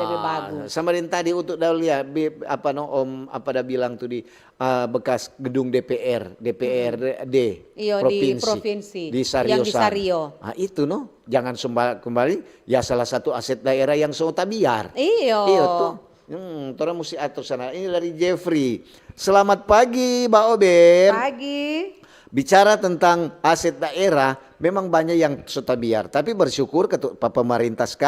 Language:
Manado Malay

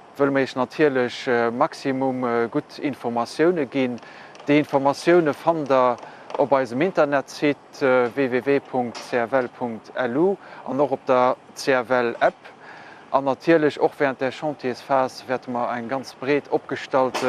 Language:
Luxembourgish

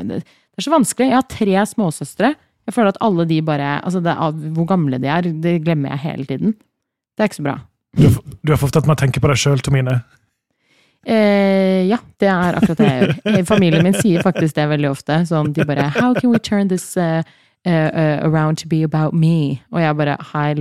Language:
Norwegian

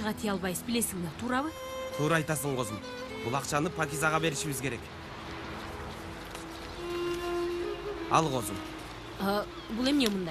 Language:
Kyrgyz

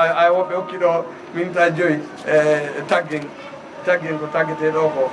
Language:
Fula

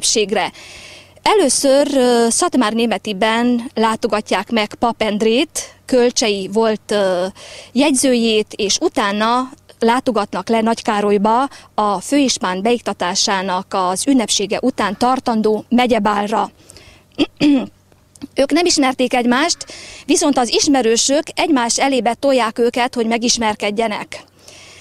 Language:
Hungarian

